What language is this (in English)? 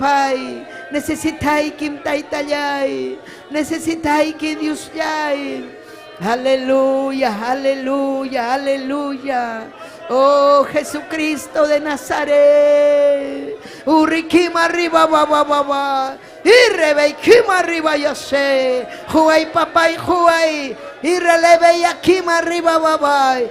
Ayacucho Quechua